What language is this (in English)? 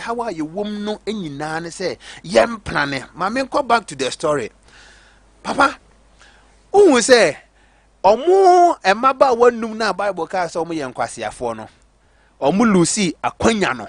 Akan